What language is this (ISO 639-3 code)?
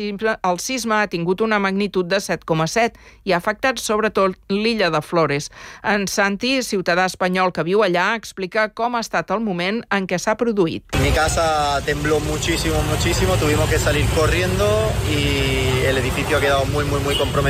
cat